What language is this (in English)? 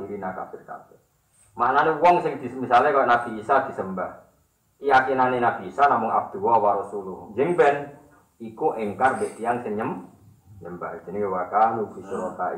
Javanese